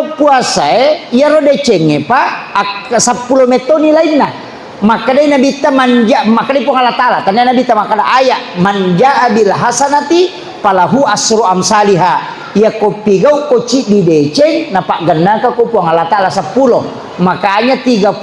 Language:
Buginese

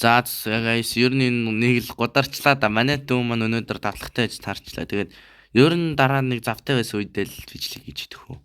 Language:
Mongolian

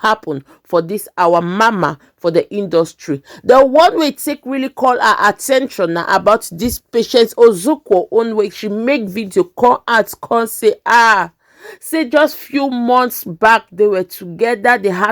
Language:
Nigerian Pidgin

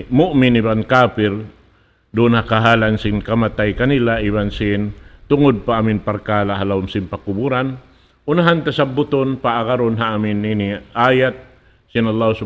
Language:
Tausug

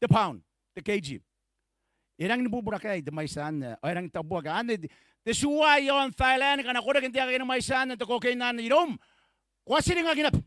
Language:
Gilbertese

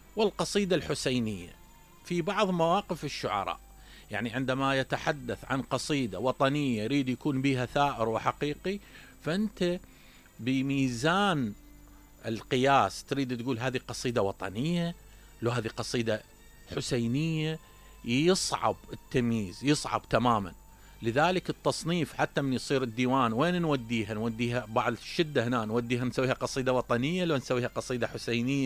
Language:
Mesopotamian Arabic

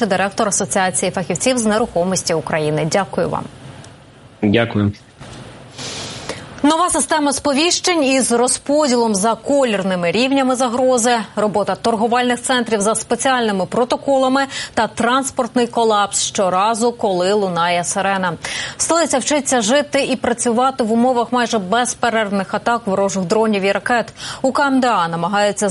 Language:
Ukrainian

